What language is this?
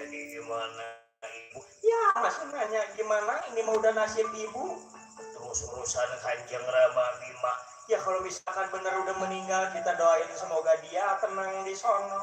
Betawi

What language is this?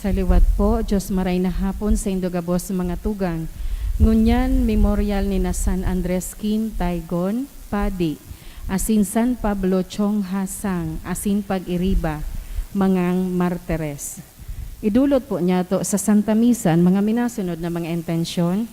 Bikol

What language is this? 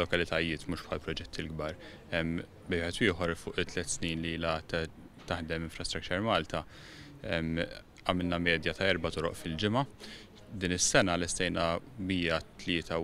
Maltese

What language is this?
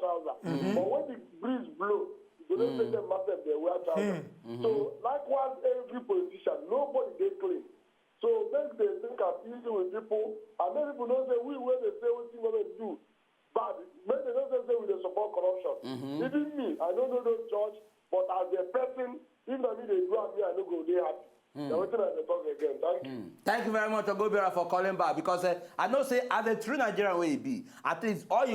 Nigerian Pidgin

